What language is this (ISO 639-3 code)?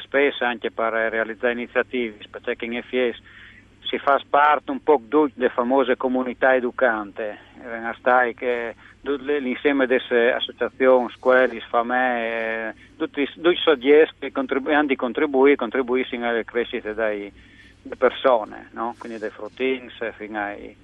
fur